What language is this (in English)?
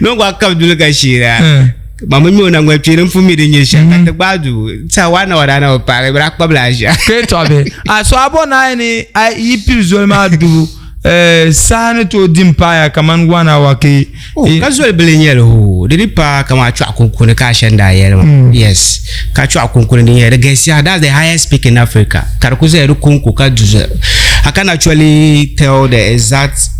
Dagbani